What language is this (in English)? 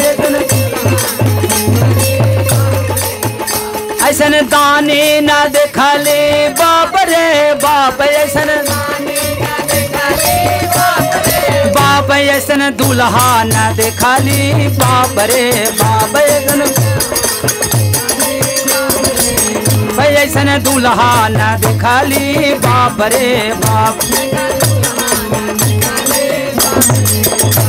Bhojpuri